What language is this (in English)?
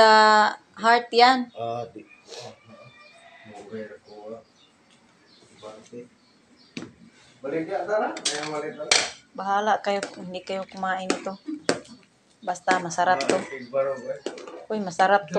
Filipino